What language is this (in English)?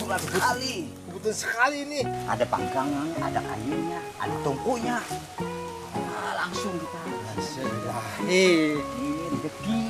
Banjar